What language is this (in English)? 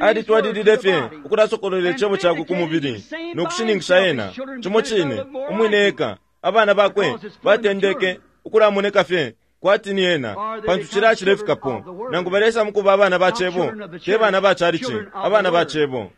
Bemba